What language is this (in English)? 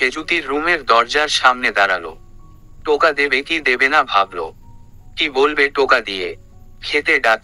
Bangla